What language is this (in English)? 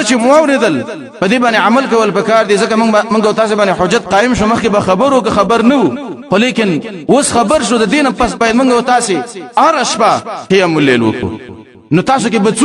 Pashto